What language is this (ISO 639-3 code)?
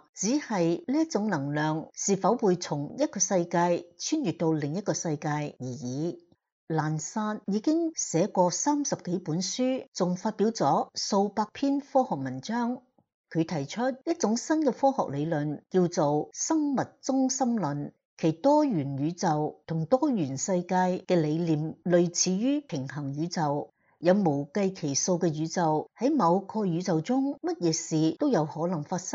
yue